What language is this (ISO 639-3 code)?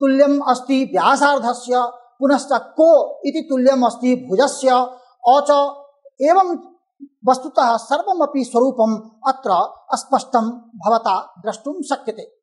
san